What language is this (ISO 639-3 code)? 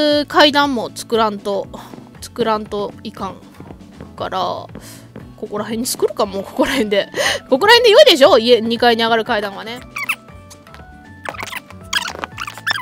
jpn